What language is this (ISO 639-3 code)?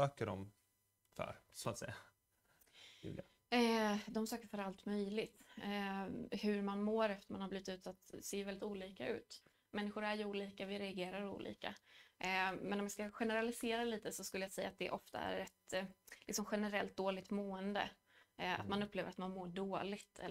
swe